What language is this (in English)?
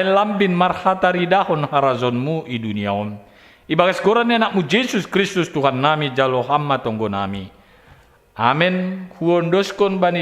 Batak Simalungun